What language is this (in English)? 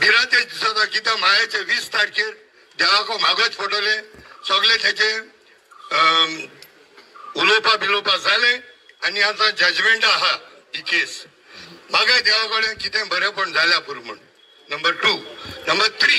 Konkani